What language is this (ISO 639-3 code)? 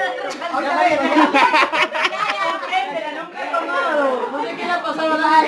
spa